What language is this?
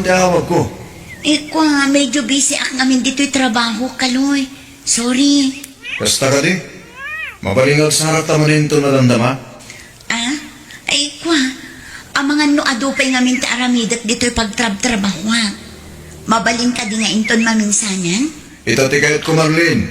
Iloko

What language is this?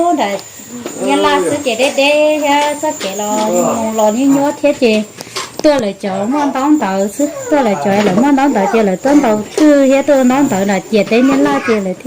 Hmong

